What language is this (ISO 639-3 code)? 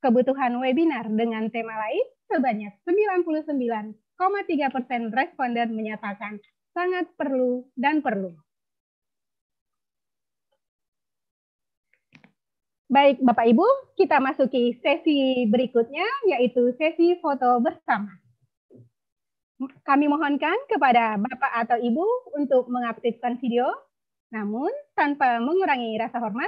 ind